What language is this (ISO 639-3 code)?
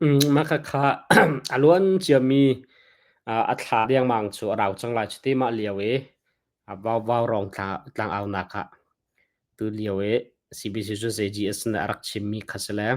cnh